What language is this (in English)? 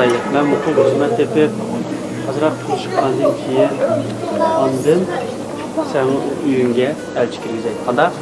Uyghur